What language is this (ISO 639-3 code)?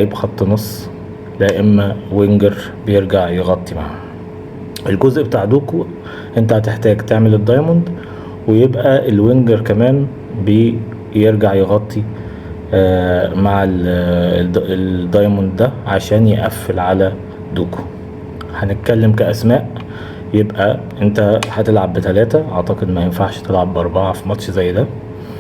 arz